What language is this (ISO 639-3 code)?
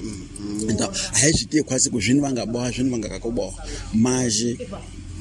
tso